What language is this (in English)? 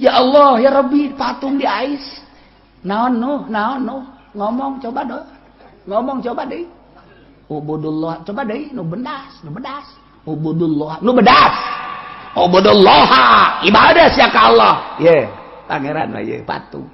Sundanese